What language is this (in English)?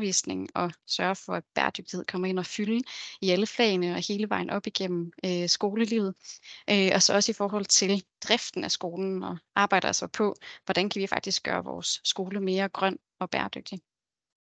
Danish